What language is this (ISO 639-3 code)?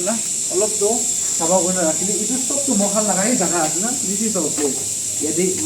nag